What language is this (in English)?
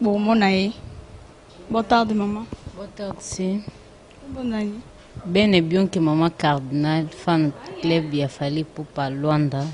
Lingala